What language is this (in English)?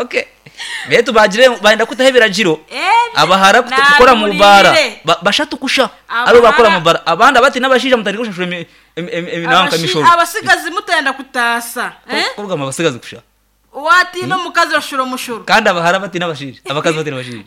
Nyankole